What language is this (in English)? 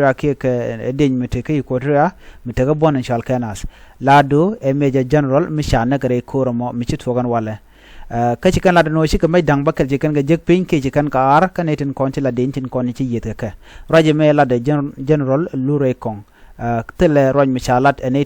Nuer